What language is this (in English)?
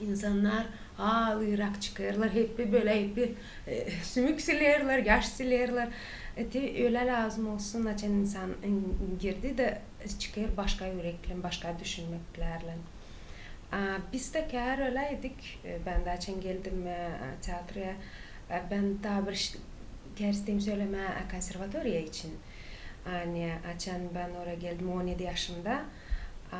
Gagauz